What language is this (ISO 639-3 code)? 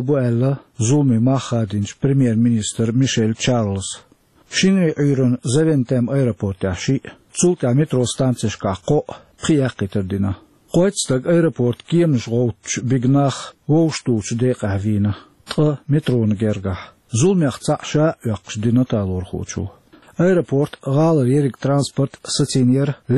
che